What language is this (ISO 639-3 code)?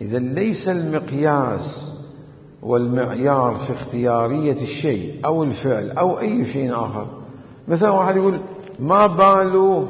acm